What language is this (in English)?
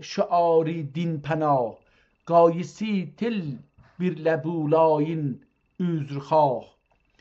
South Azerbaijani